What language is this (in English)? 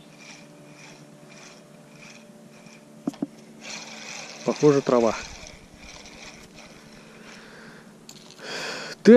Russian